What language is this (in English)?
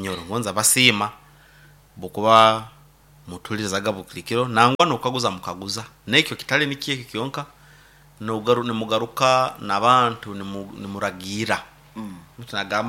Nyoro